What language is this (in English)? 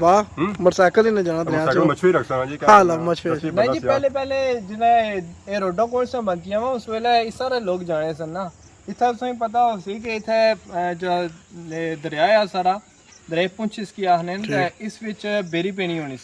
Pahari-Potwari